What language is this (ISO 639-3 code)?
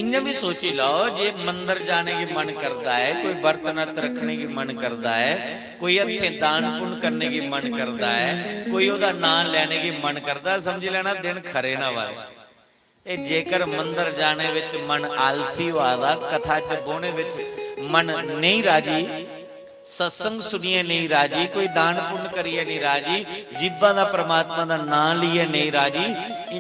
doi